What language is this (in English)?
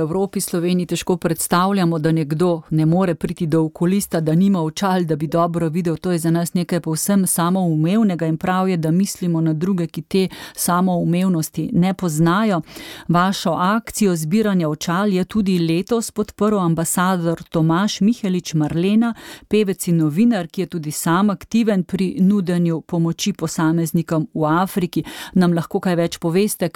Slovenian